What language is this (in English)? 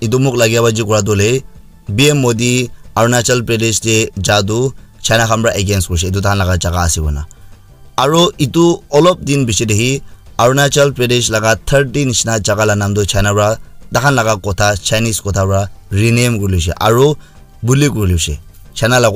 Naga Pidgin